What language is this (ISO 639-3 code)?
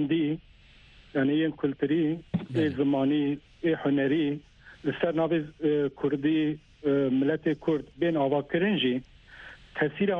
kur